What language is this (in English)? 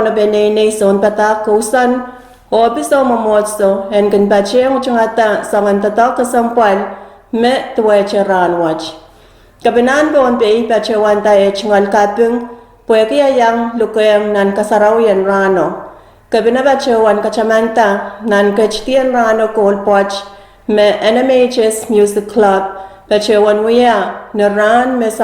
Pohnpeian